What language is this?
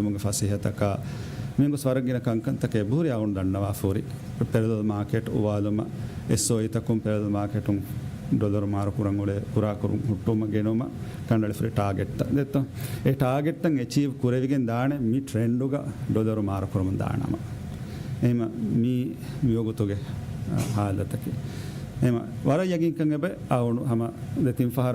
Divehi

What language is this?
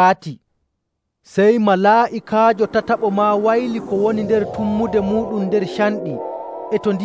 Nigerian Fulfulde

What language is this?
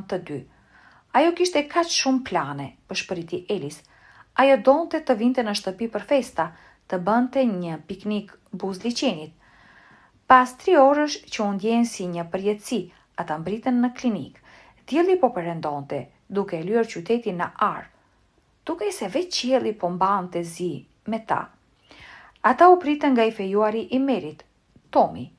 Albanian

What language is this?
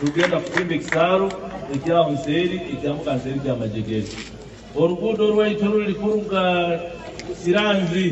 Nyoro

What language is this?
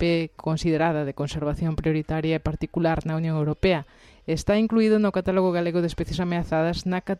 Galician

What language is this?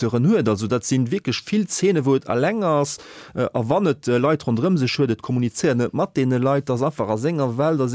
Luxembourgish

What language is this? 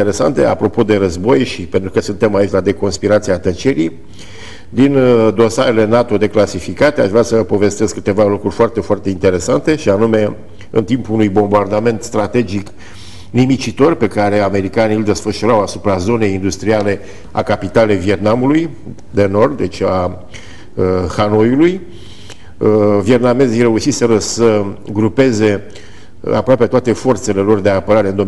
Romanian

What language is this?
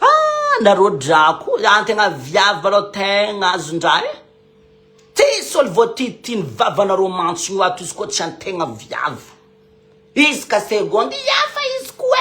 Malagasy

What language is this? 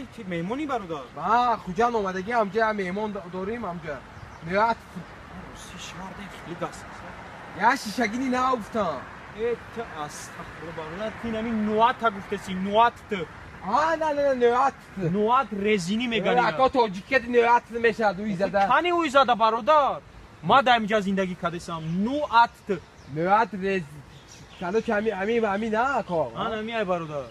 Tajik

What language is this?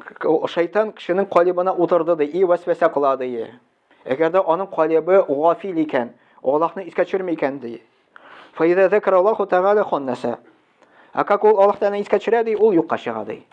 Tatar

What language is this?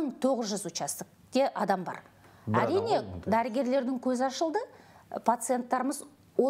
Kazakh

